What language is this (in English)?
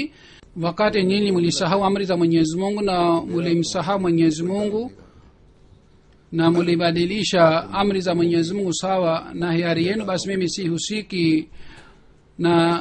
Swahili